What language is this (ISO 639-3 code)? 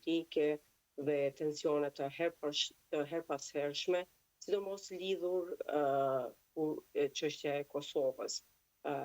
sqi